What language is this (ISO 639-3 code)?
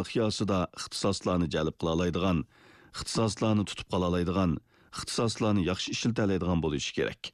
uig